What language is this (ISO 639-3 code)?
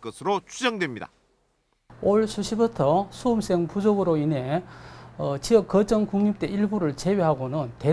kor